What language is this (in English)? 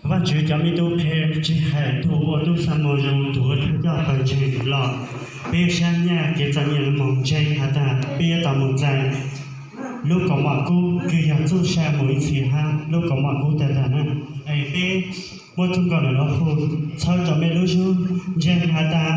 Hmong